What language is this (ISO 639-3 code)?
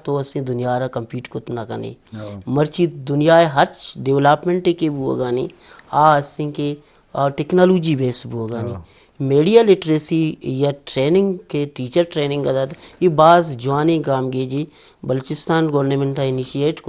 bgp